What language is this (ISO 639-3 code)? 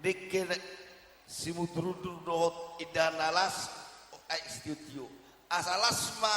bbc